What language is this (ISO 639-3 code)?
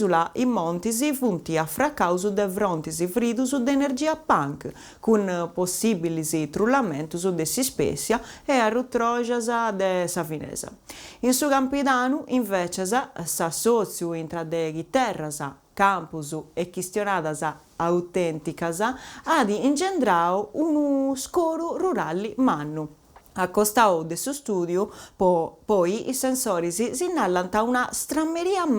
srd